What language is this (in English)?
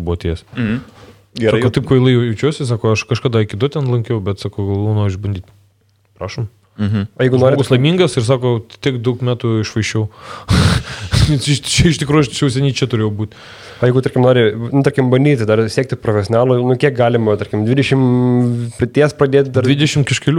Lithuanian